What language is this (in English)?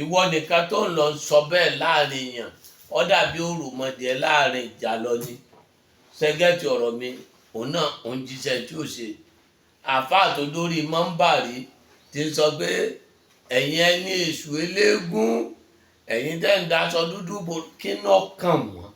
Yoruba